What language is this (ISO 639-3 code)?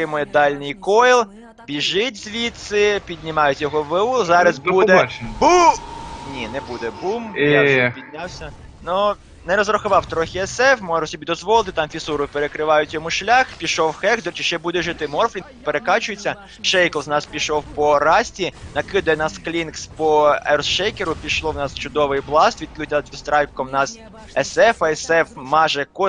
ukr